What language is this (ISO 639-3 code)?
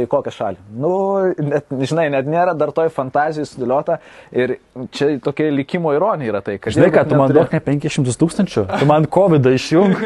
lit